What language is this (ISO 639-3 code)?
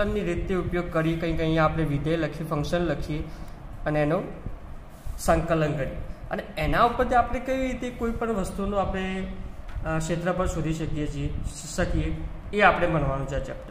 guj